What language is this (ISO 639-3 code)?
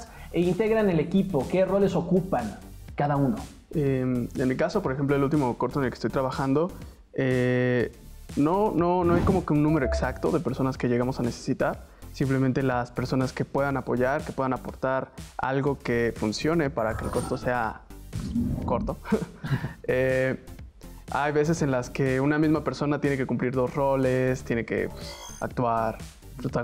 spa